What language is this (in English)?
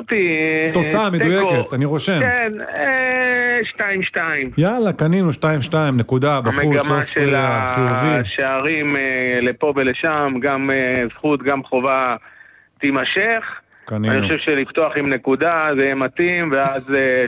Hebrew